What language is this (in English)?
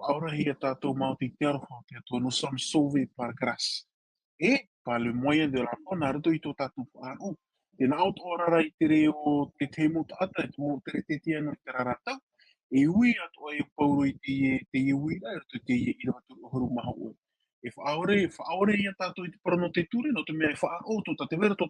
Tahitian